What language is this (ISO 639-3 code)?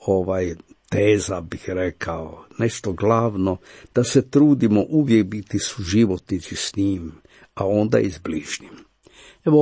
hrv